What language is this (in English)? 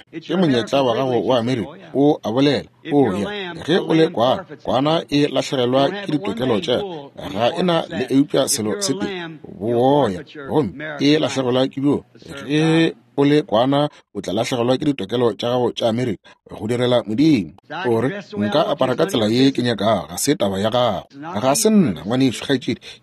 Northern Sotho